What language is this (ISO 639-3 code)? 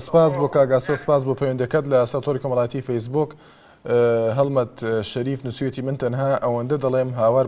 ckb